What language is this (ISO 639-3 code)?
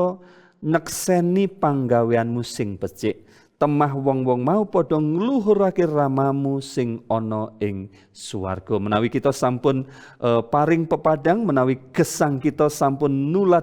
jav